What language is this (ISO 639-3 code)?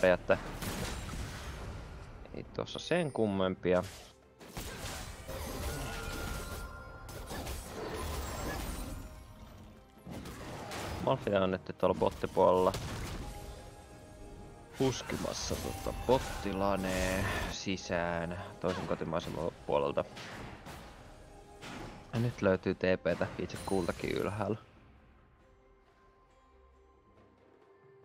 fin